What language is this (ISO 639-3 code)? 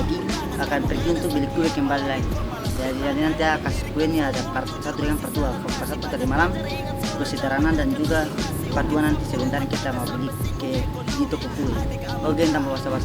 abs